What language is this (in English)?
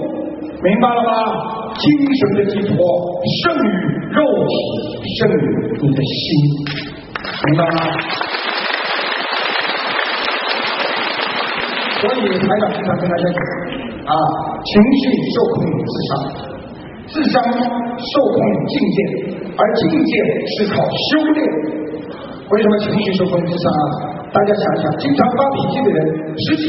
Chinese